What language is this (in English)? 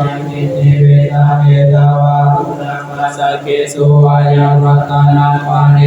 Pali